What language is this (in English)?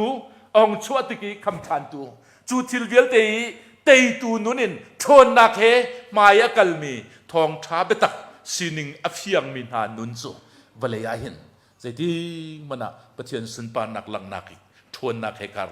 Hakha Chin